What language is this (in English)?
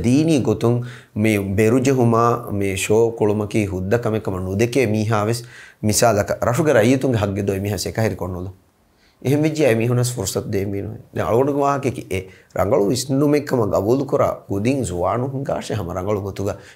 Divehi